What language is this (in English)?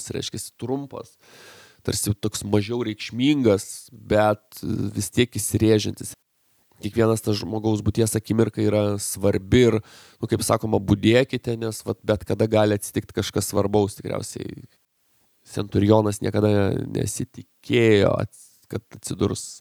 Lithuanian